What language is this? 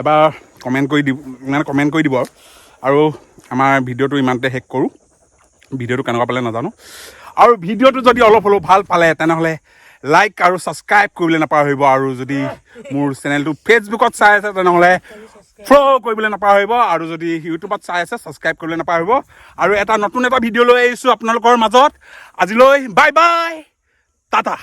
Assamese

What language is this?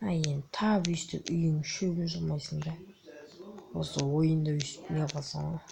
Kazakh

